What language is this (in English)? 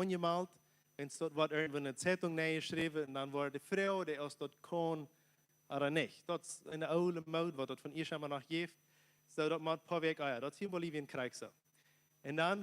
Plautdietsch